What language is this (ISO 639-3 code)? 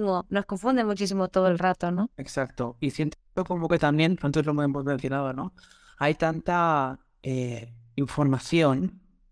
spa